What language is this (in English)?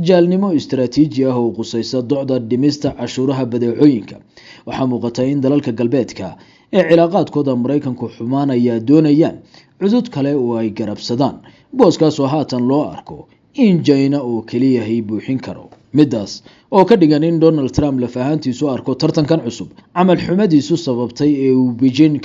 Somali